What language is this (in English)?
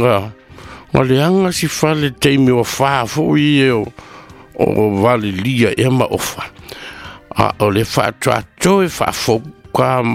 Samoan